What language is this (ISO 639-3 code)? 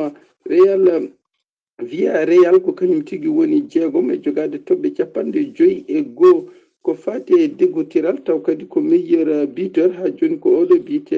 ful